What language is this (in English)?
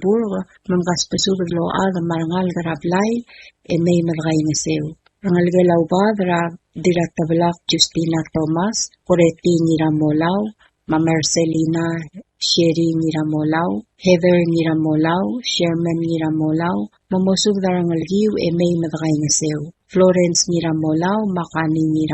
Palauan